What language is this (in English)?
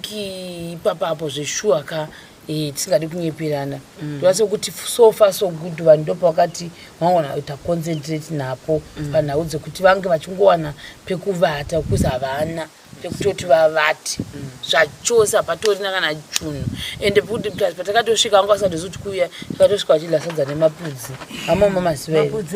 Shona